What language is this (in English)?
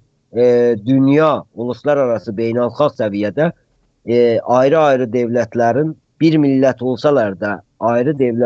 South Azerbaijani